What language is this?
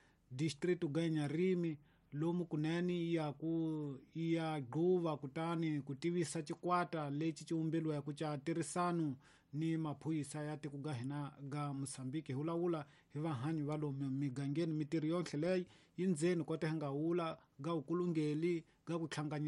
Tsonga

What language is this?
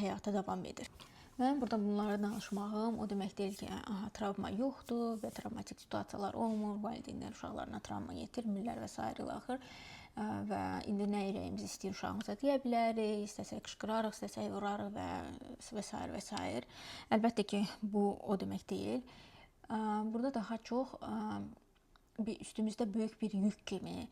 Azerbaijani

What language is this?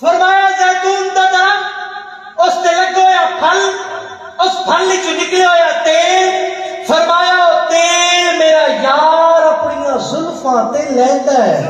Saraiki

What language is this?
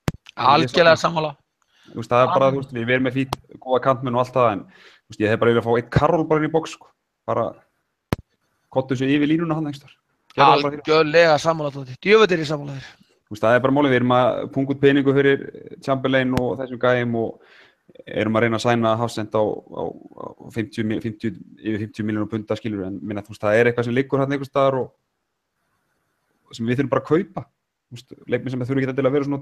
Icelandic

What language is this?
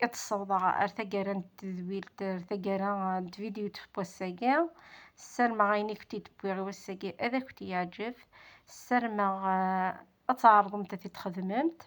Kabyle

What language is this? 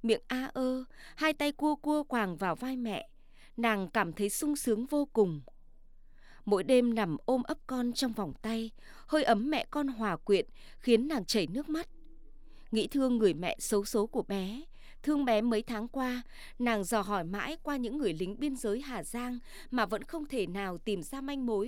Vietnamese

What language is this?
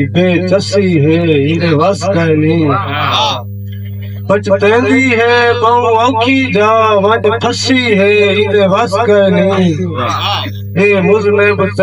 Saraiki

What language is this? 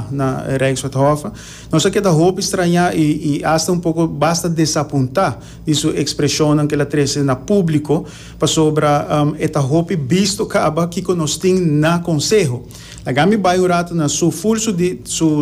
Papiamento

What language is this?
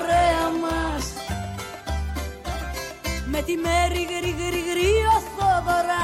Greek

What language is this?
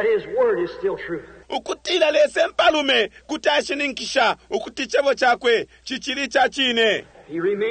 Bemba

